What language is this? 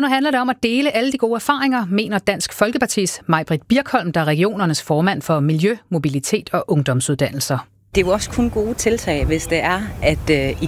Danish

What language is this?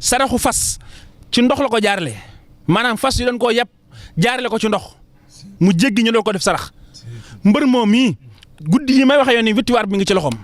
Wolof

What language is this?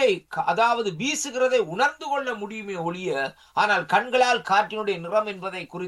Tamil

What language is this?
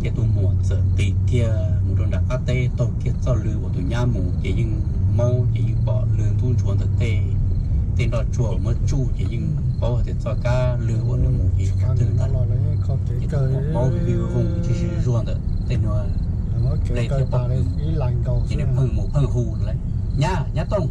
Hmong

